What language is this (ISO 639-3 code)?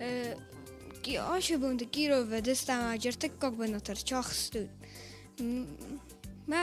oss